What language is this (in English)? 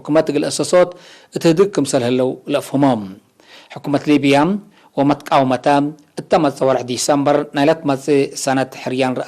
Tigre